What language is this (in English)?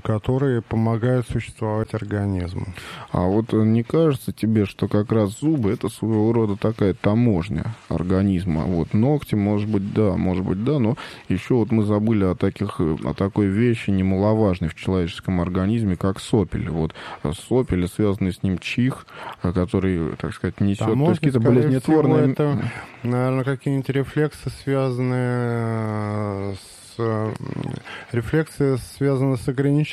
Russian